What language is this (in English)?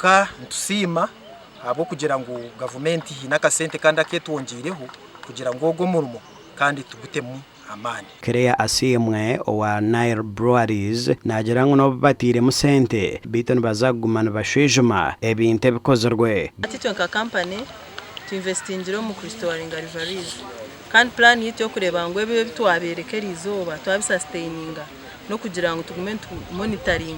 Nyankole